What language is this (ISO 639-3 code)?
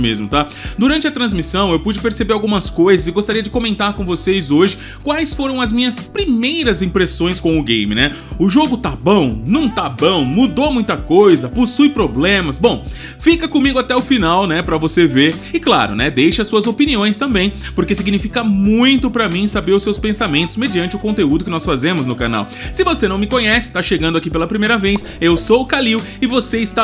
por